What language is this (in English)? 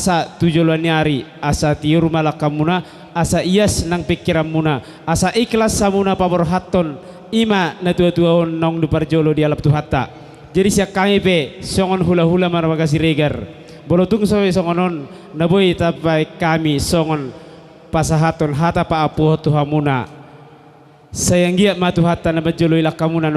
Batak Toba